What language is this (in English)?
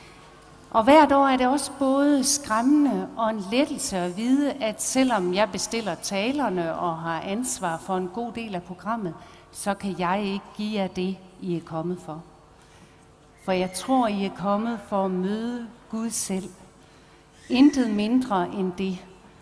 Danish